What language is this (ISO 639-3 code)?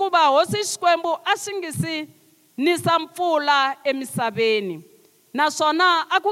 tso